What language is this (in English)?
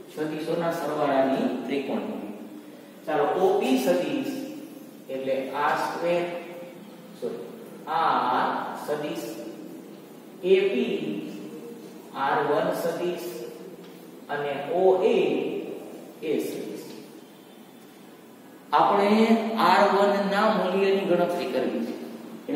Gujarati